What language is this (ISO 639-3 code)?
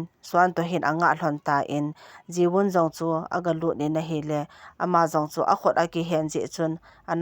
tcz